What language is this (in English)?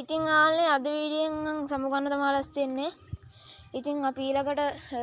Sinhala